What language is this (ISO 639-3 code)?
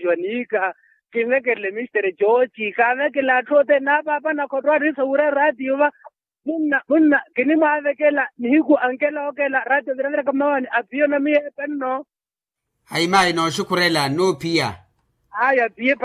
vmw